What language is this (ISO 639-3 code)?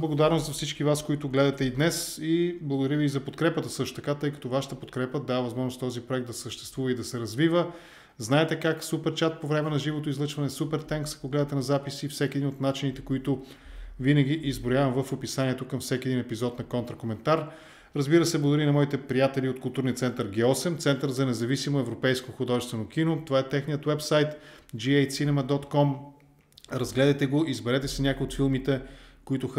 bul